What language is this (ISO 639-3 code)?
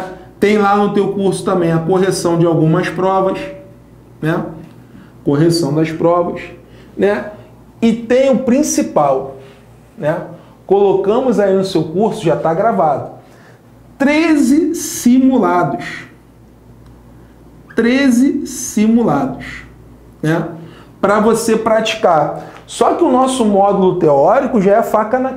por